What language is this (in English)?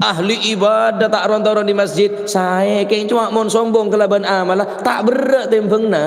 Madurese